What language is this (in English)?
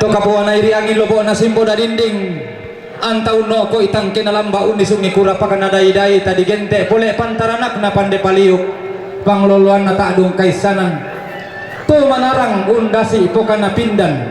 Toraja-Sa'dan